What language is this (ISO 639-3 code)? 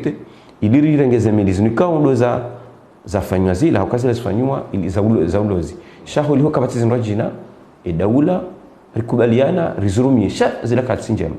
zdj